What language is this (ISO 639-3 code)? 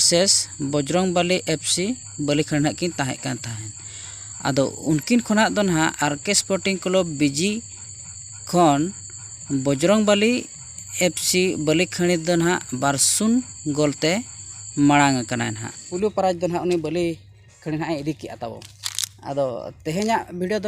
sat